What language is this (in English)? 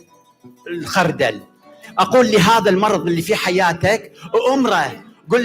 Mesopotamian Arabic